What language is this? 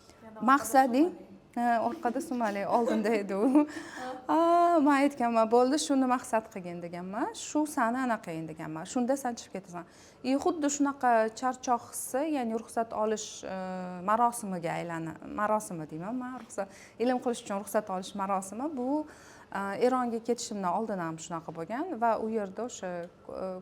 Uzbek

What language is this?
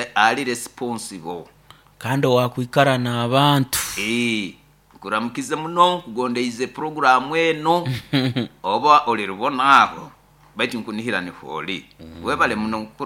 Nyoro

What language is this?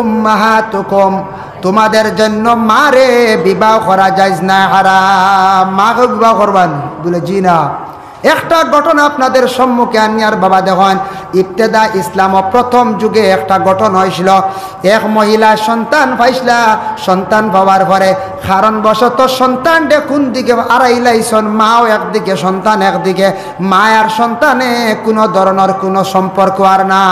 Sylheti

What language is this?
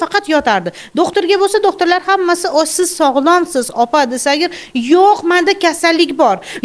Uzbek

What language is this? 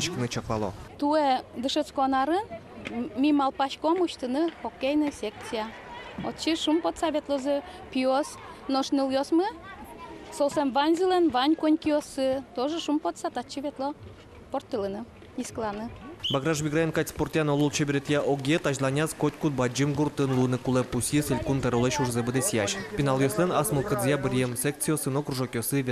Udmurt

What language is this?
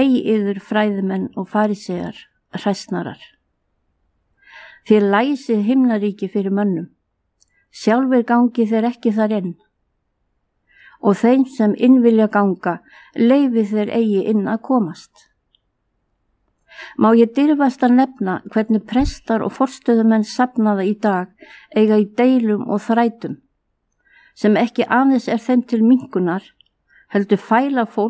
Icelandic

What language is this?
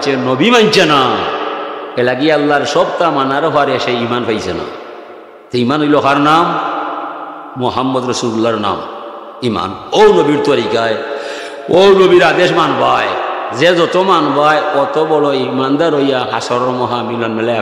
Sylheti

